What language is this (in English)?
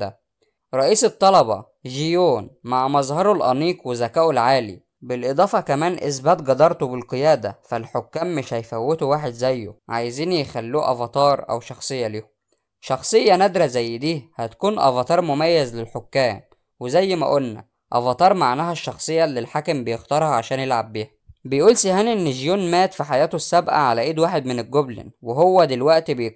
Egyptian Arabic